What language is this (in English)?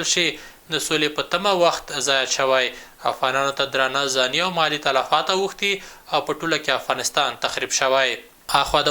Pashto